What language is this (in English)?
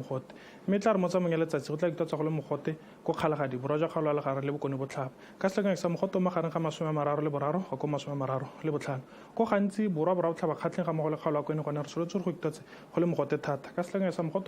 Tswana